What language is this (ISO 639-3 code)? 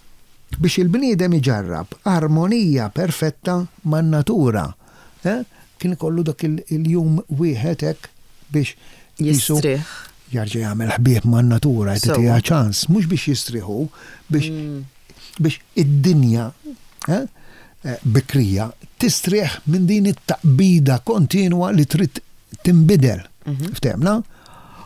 mlt